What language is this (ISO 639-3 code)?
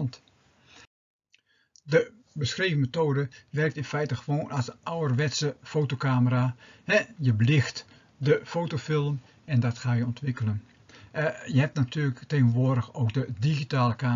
nld